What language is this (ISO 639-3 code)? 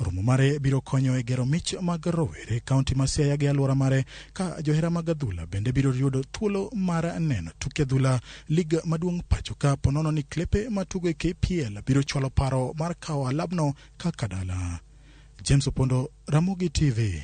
luo